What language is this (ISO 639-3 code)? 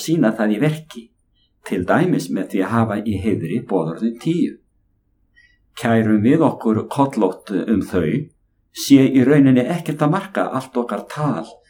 isl